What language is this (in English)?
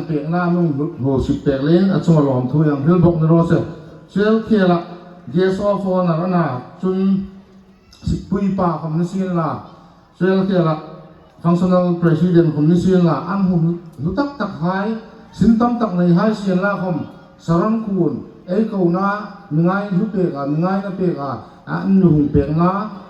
Hmar